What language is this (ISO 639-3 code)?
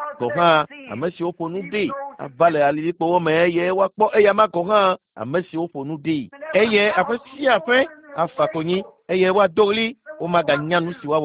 ewe